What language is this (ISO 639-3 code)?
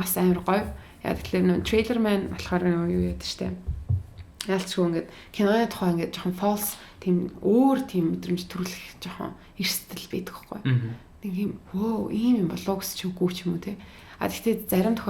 mon